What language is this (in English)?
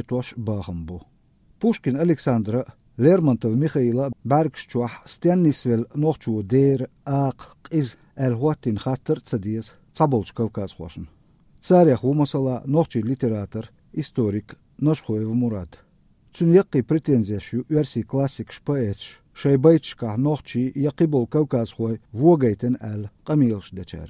Chechen